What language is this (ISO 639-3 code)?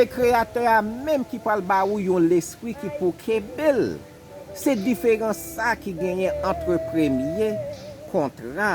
hat